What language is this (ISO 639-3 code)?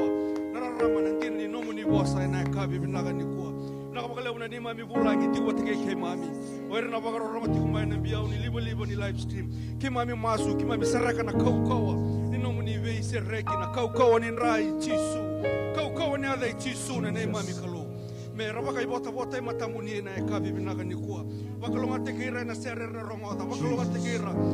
fij